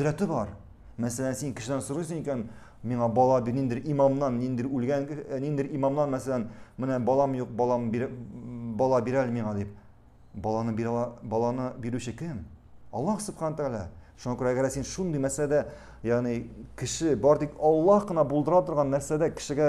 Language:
Tatar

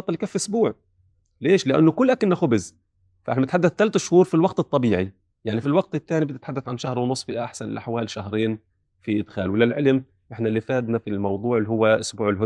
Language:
North Levantine Arabic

